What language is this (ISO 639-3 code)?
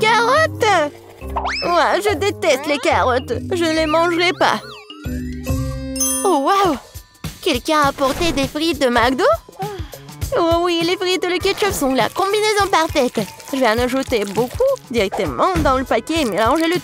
fra